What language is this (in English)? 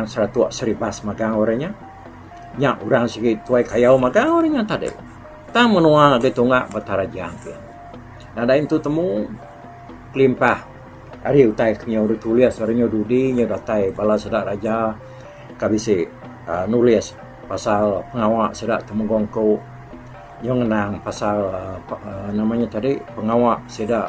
Iban